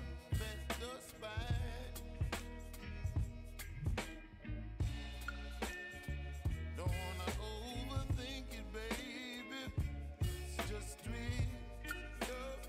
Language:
English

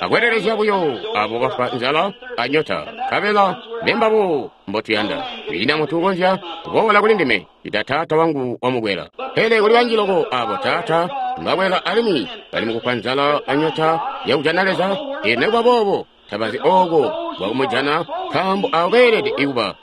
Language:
Tonga (Zambia)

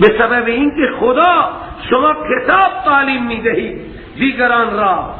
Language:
Persian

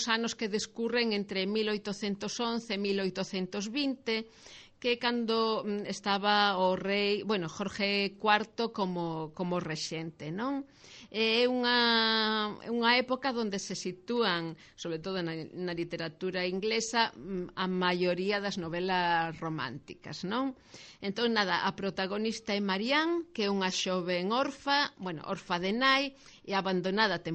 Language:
Galician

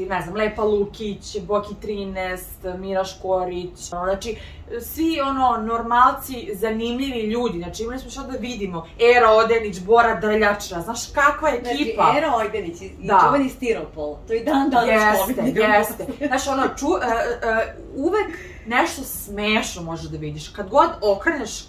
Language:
Serbian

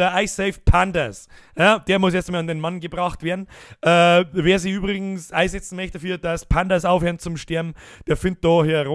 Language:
Bavarian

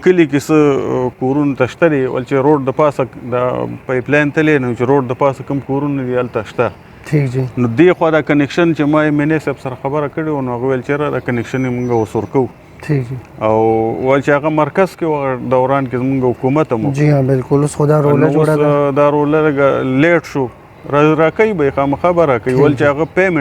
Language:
Pashto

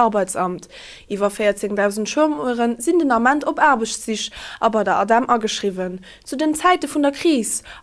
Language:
Luxembourgish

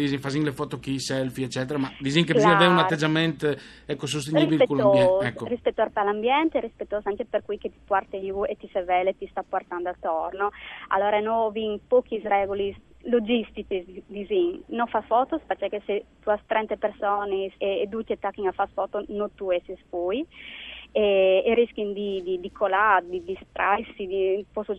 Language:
Friulian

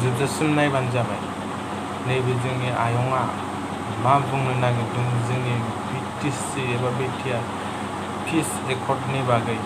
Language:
Bodo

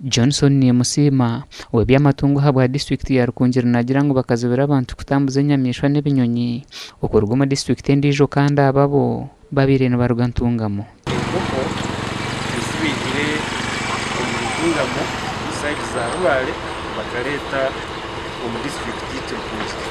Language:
Nyankole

